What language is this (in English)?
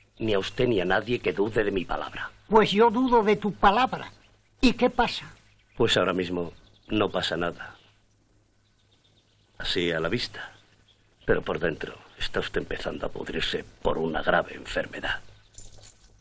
Spanish